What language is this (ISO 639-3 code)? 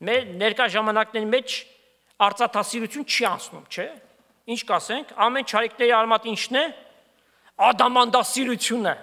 hye